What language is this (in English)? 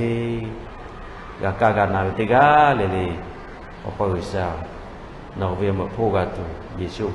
Lahu